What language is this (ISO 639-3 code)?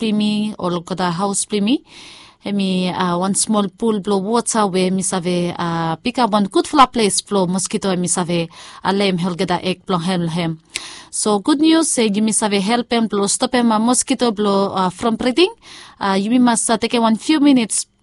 bis